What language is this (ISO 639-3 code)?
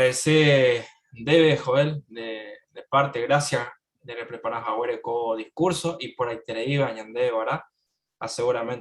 grn